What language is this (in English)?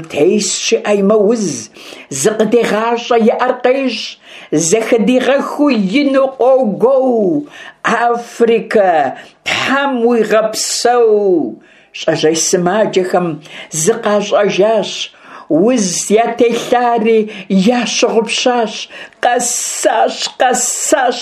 Kabardian